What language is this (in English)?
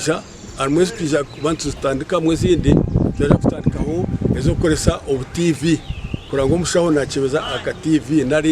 Nyankole